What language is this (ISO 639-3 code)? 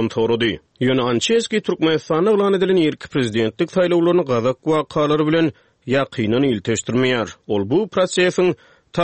tuk